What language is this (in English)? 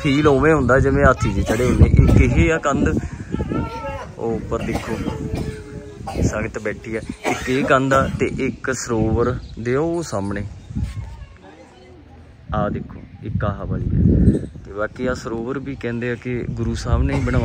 Punjabi